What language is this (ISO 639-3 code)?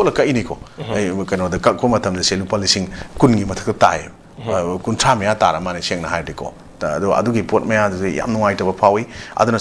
mni